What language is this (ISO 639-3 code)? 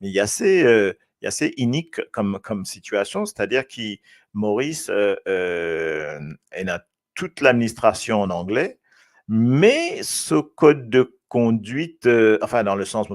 mfe